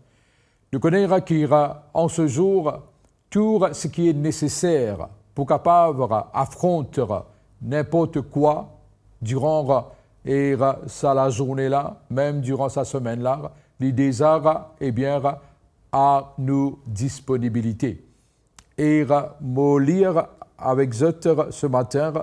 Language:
Morisyen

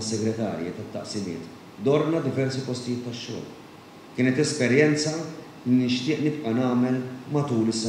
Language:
Maltese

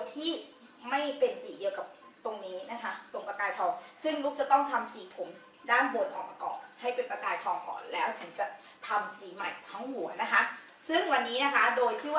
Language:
Thai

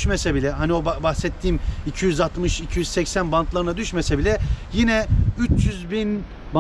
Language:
Turkish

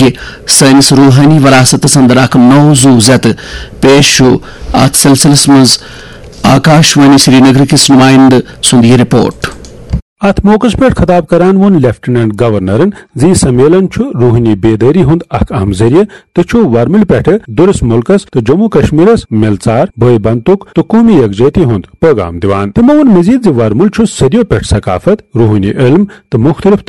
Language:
Kashmiri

